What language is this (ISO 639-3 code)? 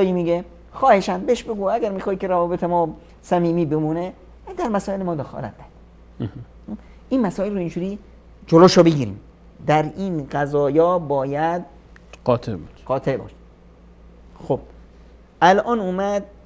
fas